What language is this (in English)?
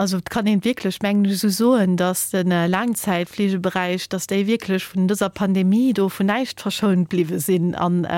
Luxembourgish